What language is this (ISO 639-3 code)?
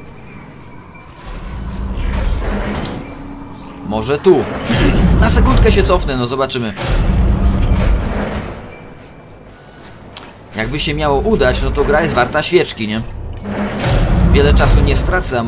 pol